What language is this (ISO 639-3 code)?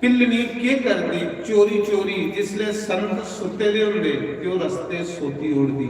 doi